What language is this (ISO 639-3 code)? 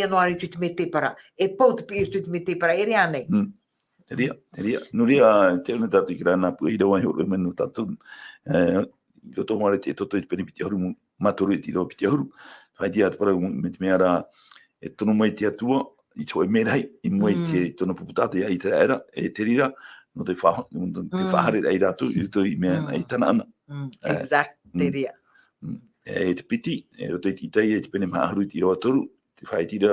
tah